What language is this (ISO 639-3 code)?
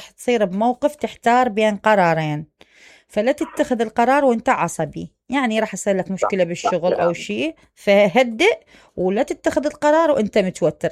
acm